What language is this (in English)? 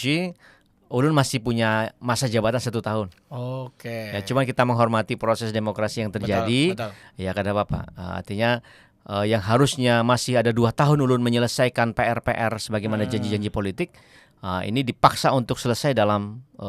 Banjar